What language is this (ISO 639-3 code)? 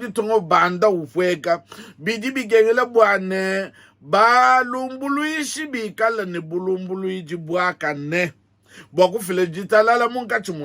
lua